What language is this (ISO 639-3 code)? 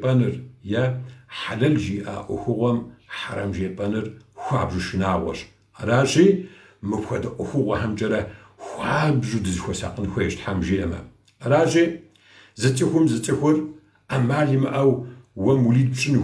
kbd